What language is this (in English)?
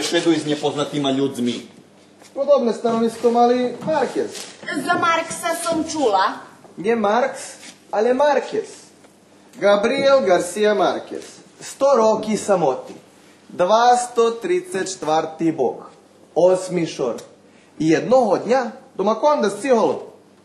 Rusyn